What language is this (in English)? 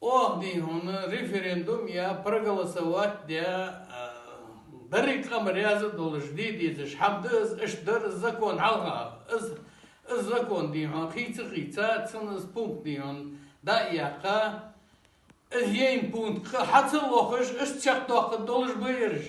Ingush